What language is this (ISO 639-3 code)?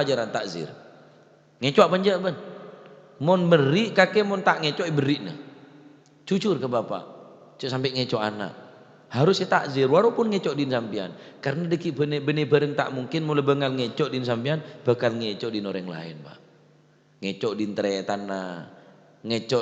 mad